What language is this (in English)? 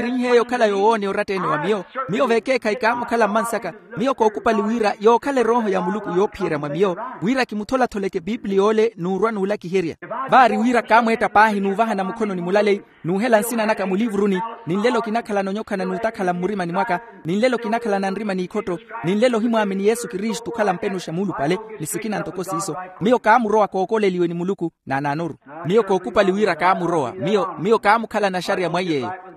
Makhuwa